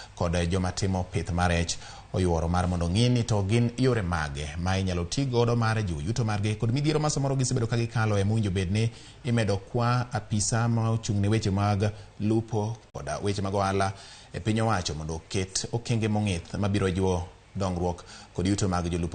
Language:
Luo (Kenya and Tanzania)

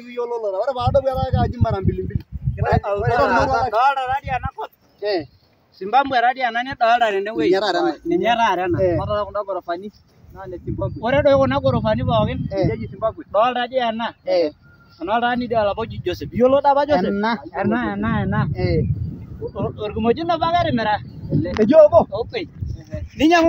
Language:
Masai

